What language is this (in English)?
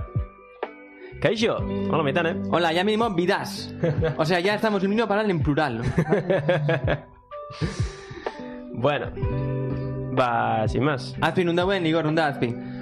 Basque